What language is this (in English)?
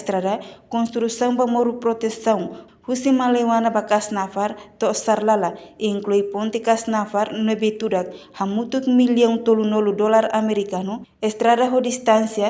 Tetum